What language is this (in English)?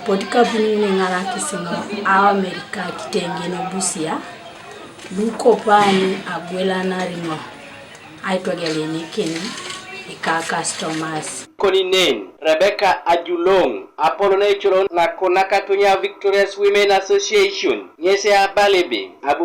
Teso